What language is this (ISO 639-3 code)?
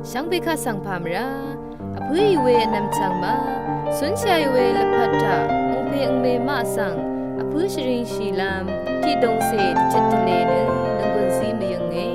raw